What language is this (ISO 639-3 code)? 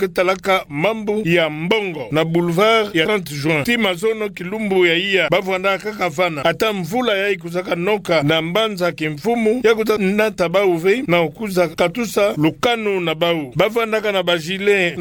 ktu